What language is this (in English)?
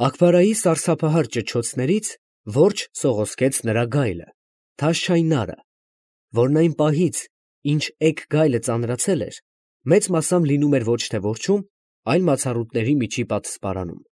Armenian